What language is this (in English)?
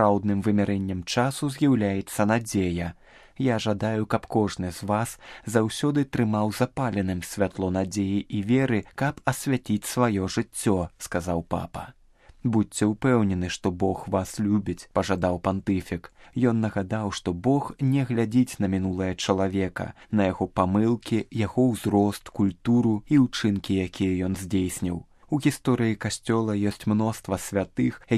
Belarusian